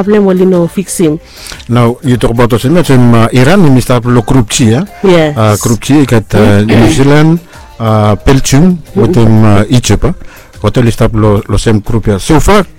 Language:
Bislama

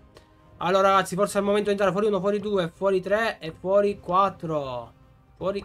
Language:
Italian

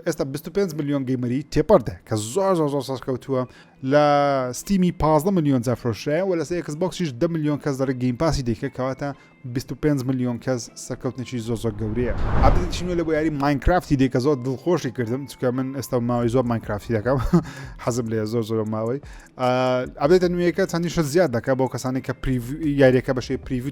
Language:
Central Kurdish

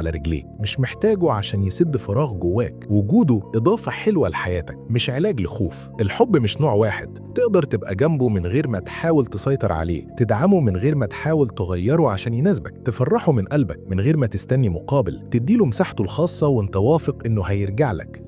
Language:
Egyptian Arabic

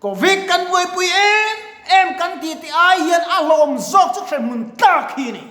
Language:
Mizo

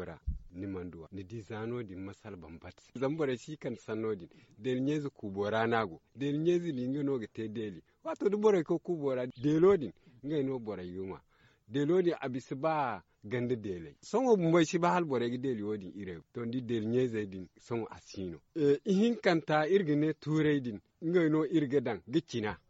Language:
Zarma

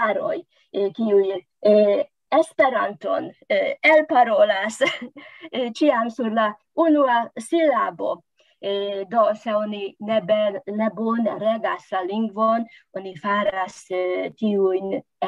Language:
Esperanto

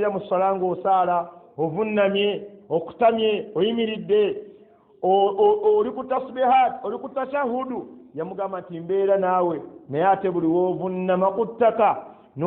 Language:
Ganda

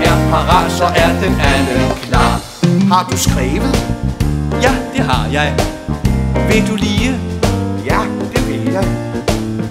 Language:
Danish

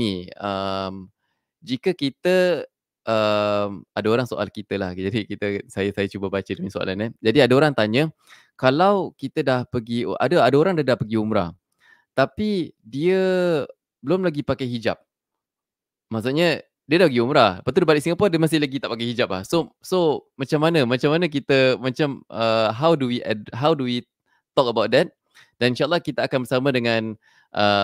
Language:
Malay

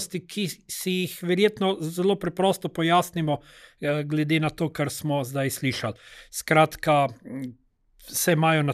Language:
Slovenian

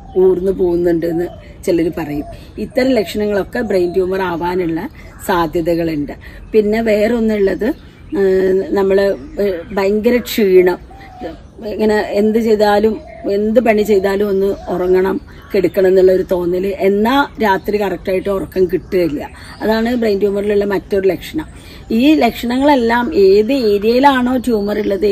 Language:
Malayalam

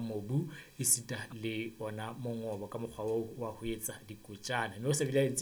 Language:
Southern Sotho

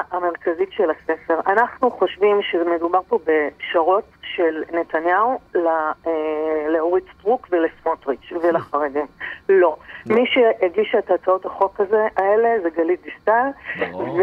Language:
Hebrew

